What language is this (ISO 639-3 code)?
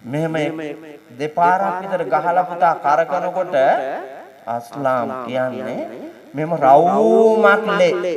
sin